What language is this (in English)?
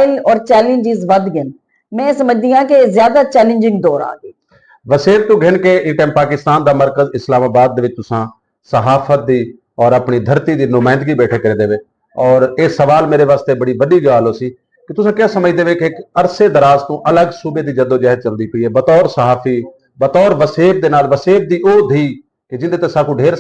Saraiki